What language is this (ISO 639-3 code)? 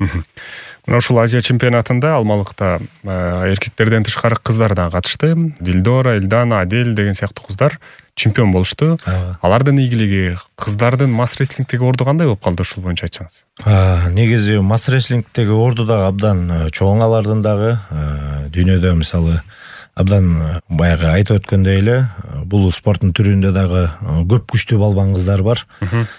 kir